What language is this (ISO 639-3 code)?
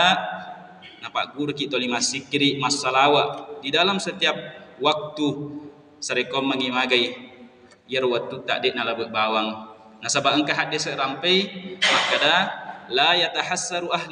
bug